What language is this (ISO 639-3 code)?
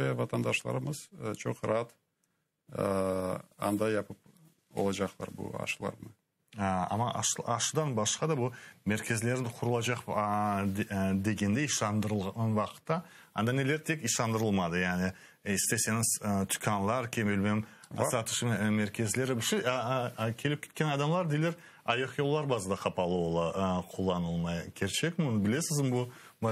crh